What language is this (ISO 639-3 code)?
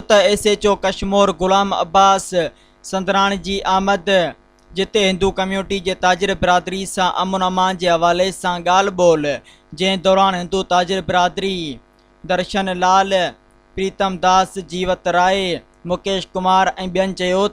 snd